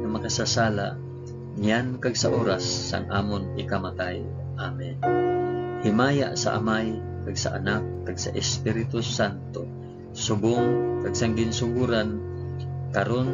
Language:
Hiligaynon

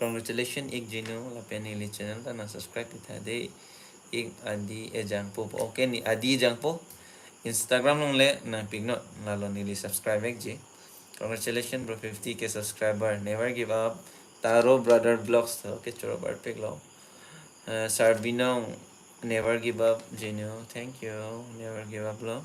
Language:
Karbi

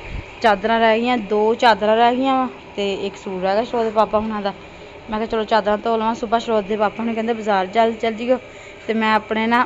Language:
Punjabi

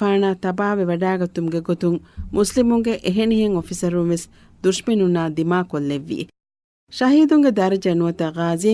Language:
Divehi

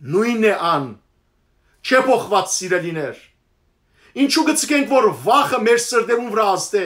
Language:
Western Armenian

